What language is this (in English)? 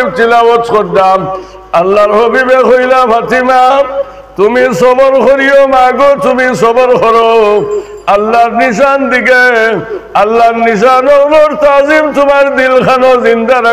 Sylheti